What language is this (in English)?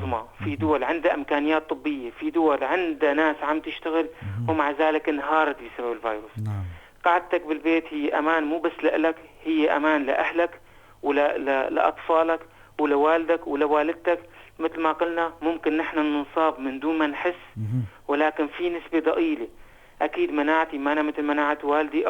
North Levantine Arabic